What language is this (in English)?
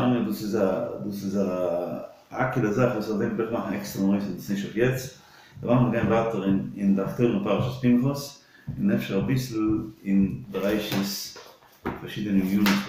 Yiddish